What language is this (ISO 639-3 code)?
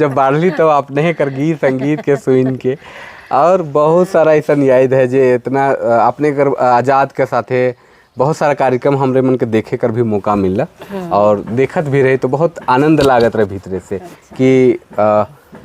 sck